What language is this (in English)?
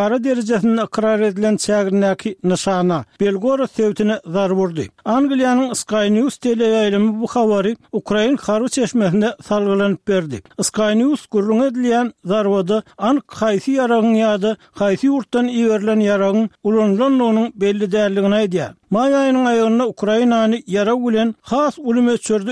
Turkmen